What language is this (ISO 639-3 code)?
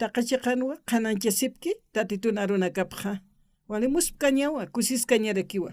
aym